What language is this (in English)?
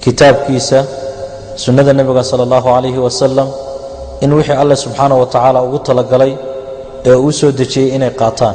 Somali